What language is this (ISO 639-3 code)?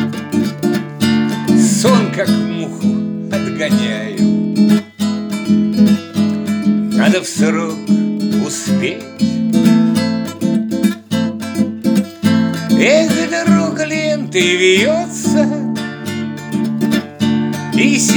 rus